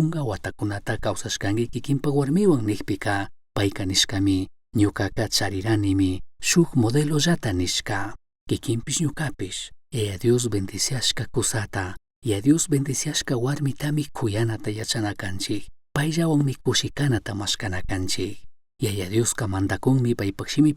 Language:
Chimborazo Highland Quichua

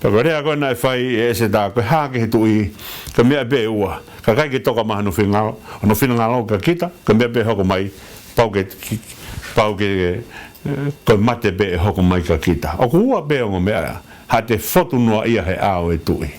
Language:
Tongan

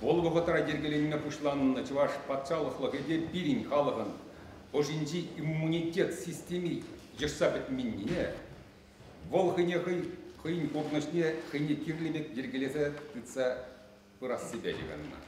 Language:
Chuvash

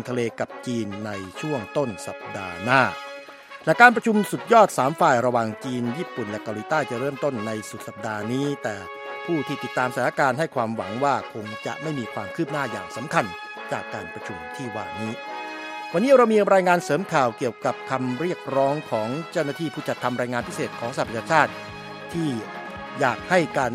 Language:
Thai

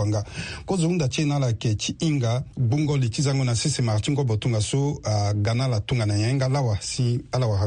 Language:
Sango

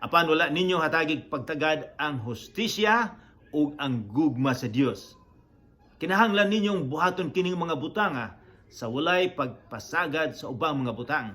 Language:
Cebuano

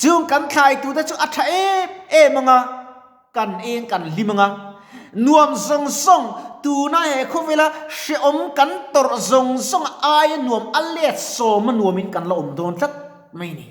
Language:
Mizo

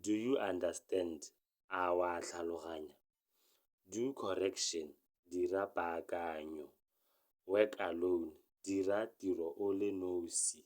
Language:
Tswana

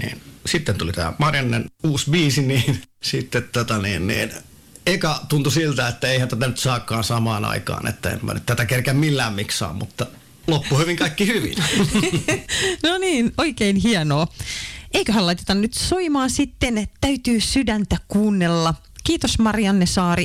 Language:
Finnish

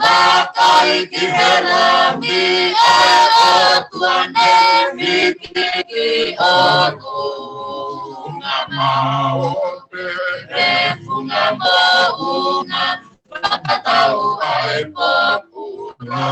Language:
Tongan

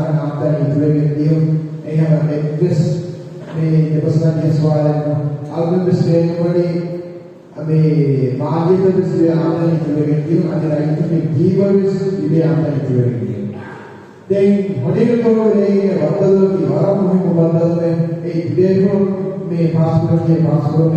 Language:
Divehi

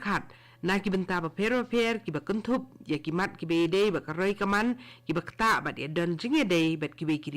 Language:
Khasi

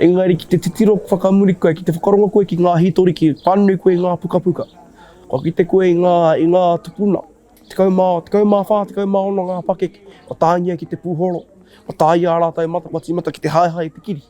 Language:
Māori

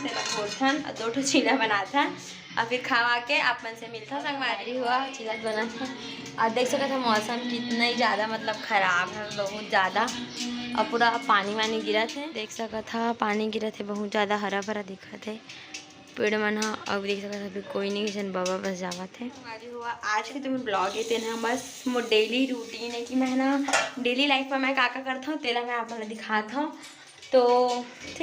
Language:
Chhattisgarhi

